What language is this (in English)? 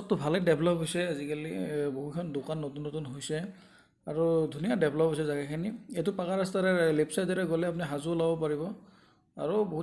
Assamese